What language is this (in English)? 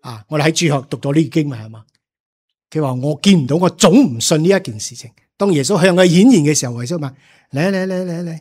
Cantonese